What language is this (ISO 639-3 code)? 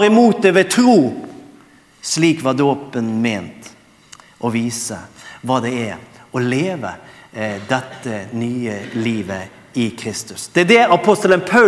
nor